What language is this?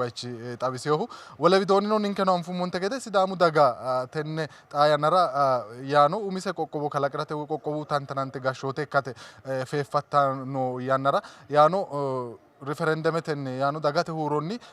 Sidamo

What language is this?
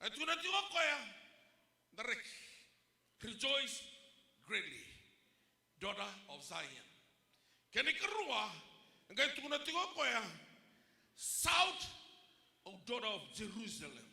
Fijian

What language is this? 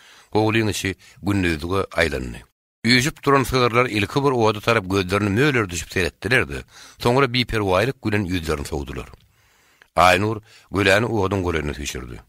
Turkmen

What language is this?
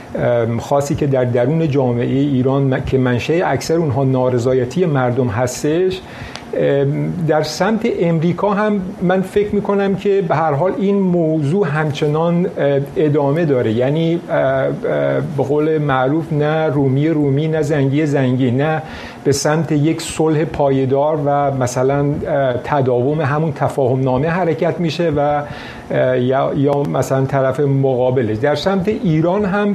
Persian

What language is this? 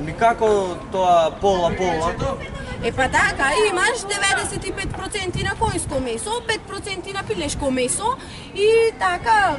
Macedonian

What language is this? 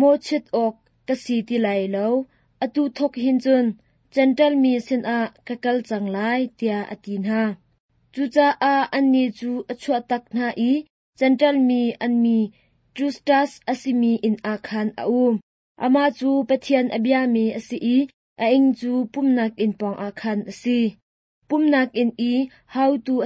Hakha Chin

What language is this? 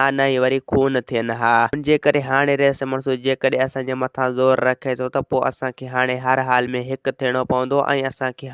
Sindhi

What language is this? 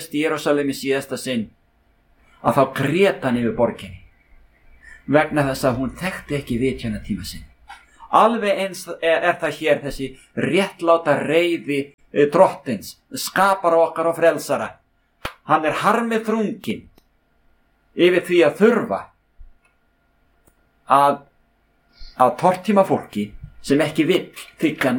Icelandic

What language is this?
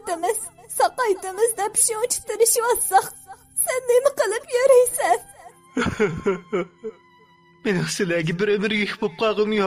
Uyghur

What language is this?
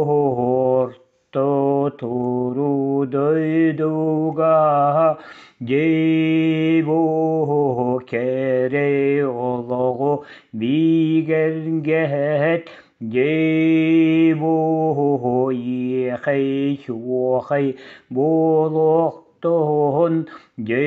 Yakut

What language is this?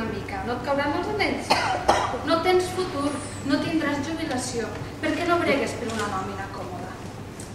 Catalan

